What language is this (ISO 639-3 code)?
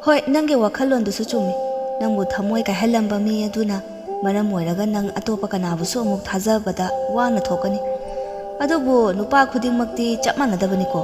mni